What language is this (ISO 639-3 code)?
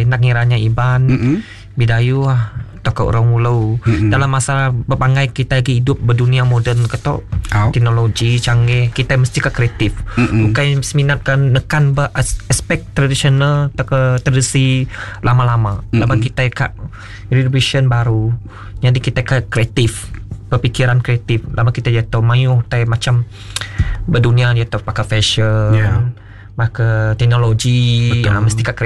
iba